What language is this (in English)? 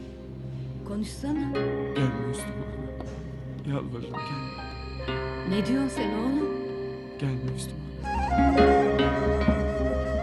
Turkish